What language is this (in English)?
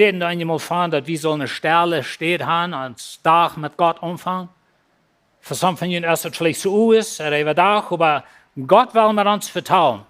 Plautdietsch